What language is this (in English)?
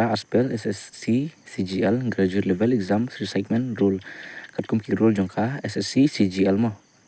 Khasi